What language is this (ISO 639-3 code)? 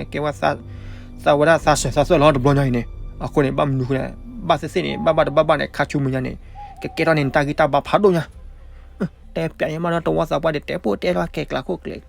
ksw